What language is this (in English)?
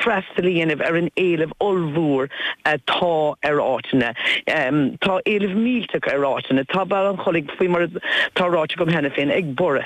Irish